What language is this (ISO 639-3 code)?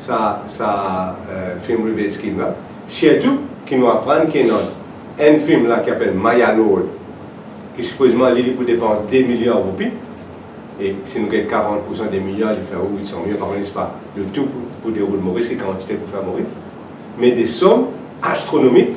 mfe